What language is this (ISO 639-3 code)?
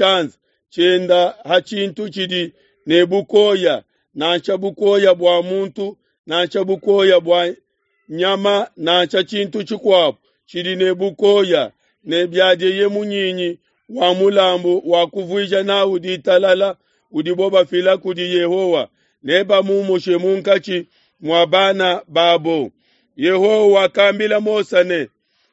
lua